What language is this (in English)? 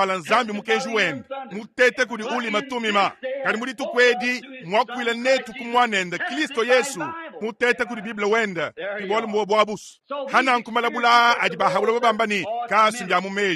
Luba-Lulua